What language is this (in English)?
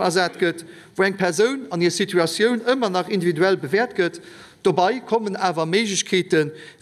Luxembourgish